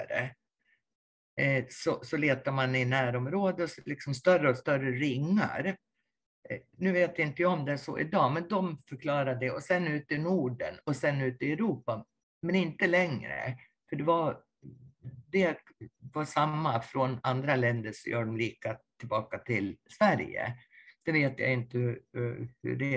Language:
Swedish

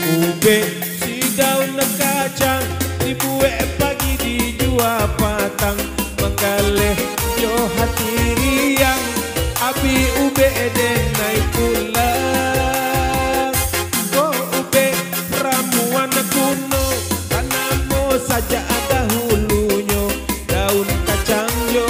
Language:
Minangkabau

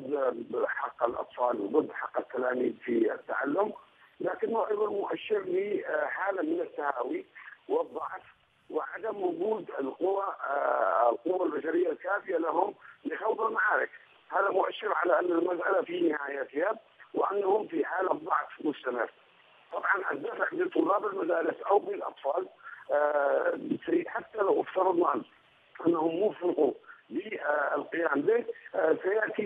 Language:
Arabic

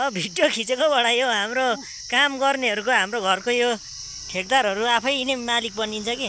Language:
Nepali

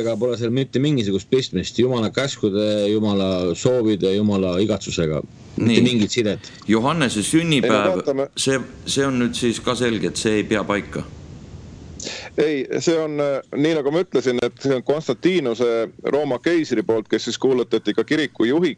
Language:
Estonian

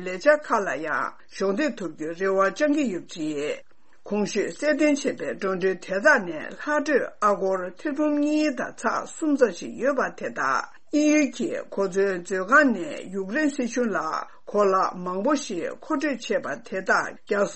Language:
Tibetan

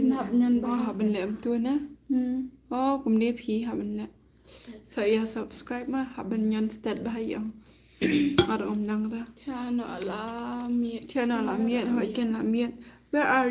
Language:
Khasi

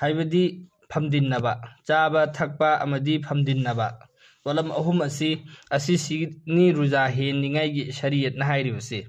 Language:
Manipuri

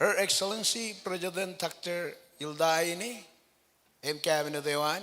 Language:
Marshallese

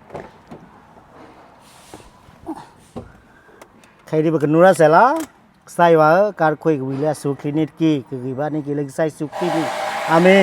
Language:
S'gaw Karen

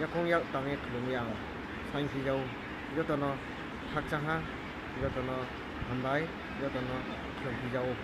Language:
Riang (India)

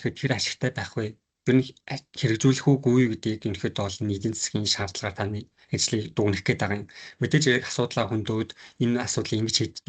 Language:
Mongolian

